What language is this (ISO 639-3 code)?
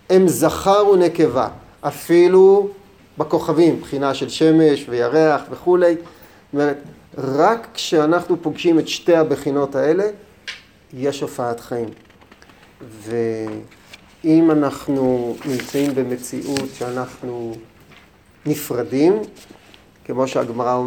heb